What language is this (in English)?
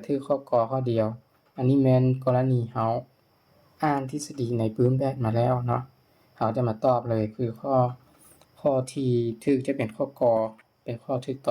Lao